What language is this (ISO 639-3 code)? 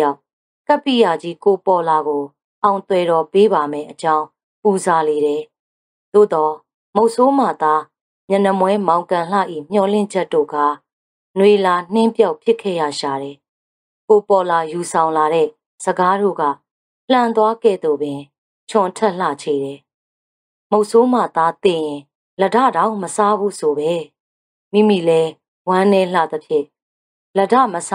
mya